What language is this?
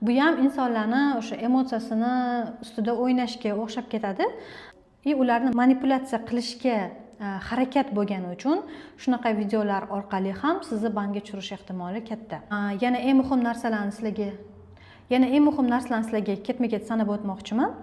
Uzbek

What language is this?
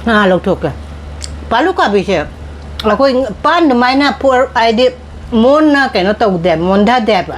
Manipuri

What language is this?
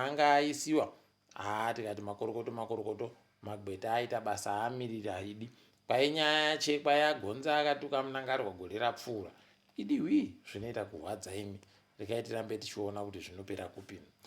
Ndau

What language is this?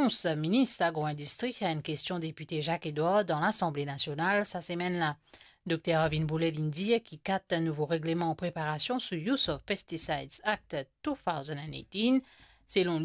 Morisyen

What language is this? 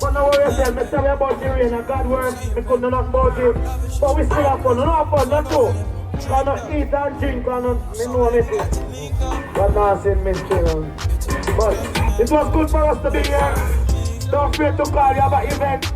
Jamaican Creole English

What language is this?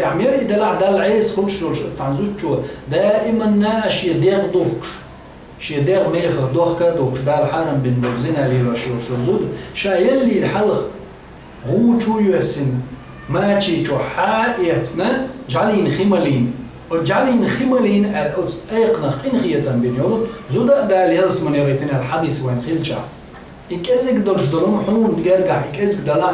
Chechen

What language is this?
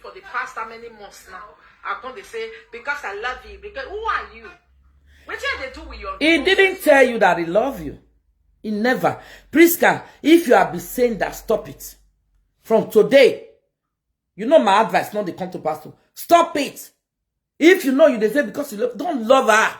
Nigerian Pidgin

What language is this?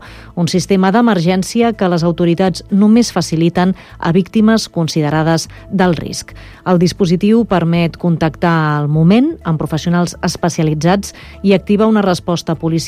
Catalan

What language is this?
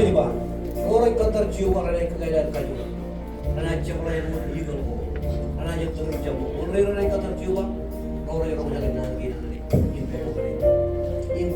Marshallese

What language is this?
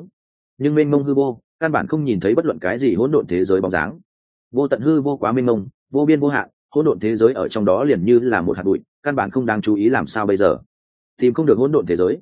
Vietnamese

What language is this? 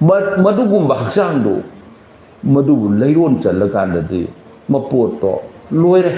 Manipuri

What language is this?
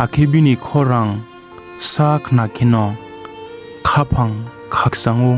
Riang (India)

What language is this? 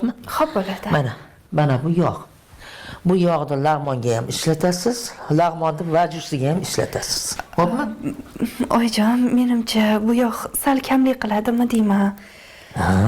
Uzbek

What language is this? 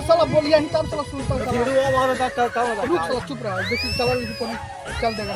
Magahi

